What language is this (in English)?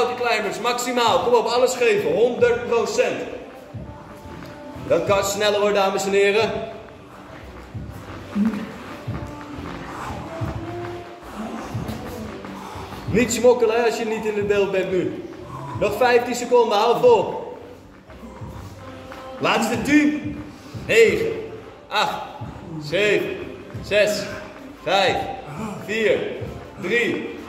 Dutch